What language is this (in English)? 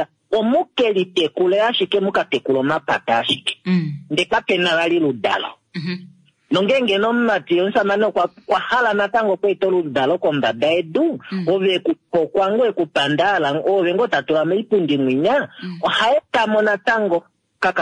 Kuanyama